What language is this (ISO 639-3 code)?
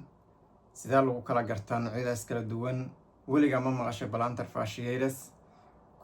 som